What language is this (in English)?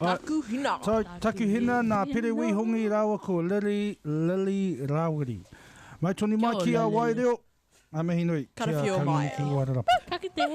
Māori